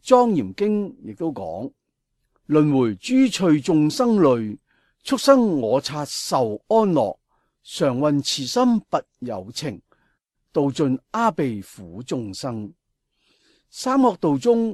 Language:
Cantonese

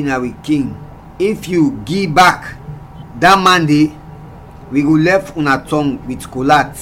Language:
Krio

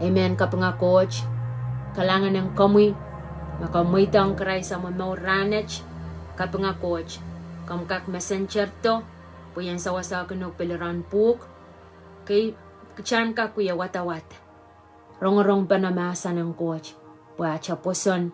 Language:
Pohnpeian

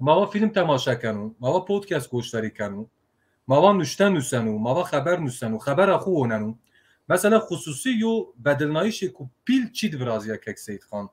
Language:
Zaza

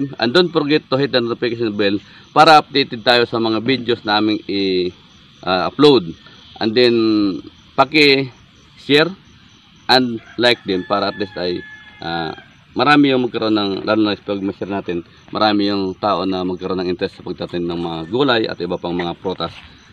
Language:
Filipino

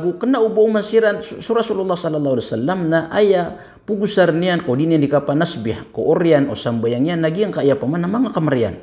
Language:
Maranao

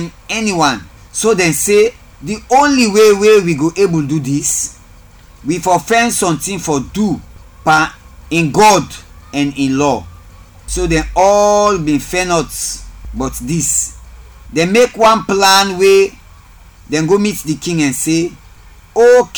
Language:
Krio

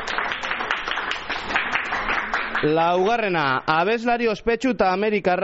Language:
Basque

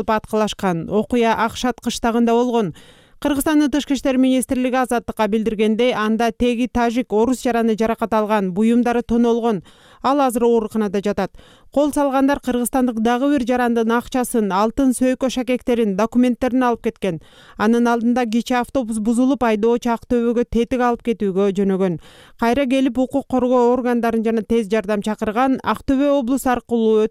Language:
Kyrgyz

